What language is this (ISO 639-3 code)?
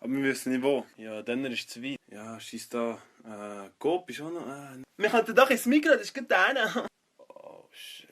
gsw